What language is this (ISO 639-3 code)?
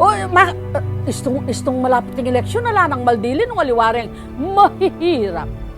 pam